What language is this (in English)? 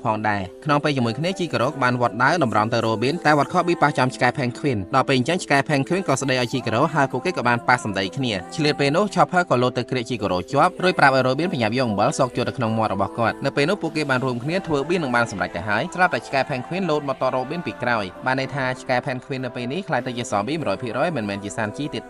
Khmer